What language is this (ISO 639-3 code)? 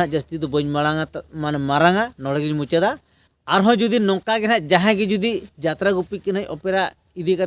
sat